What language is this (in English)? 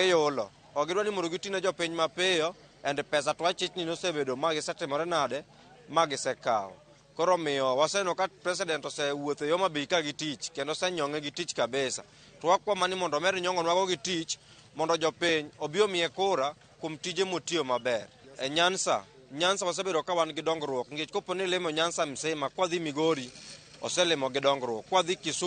Luo (Kenya and Tanzania)